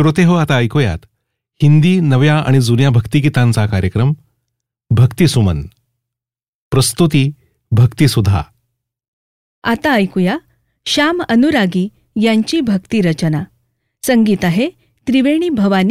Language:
Marathi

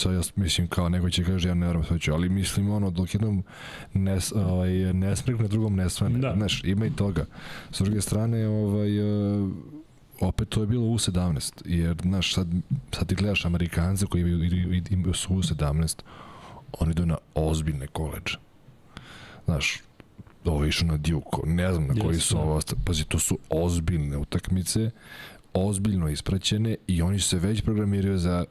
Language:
Serbian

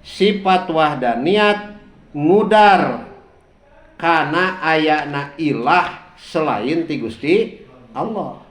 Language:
Sundanese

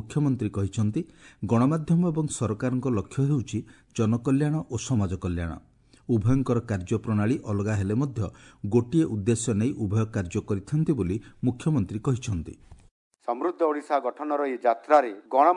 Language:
Odia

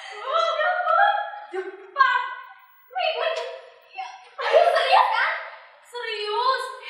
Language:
Indonesian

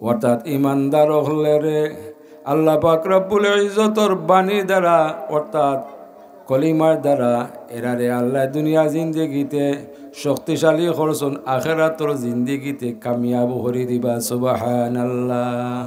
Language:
Sylheti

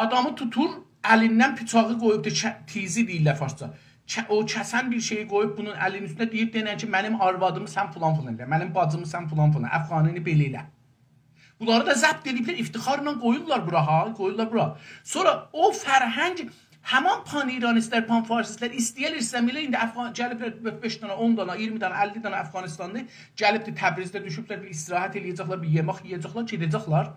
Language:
South Azerbaijani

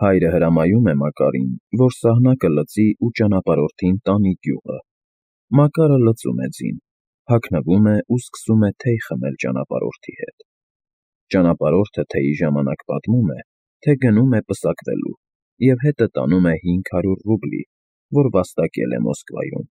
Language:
Armenian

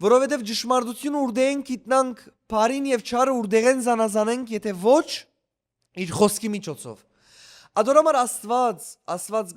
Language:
Western Armenian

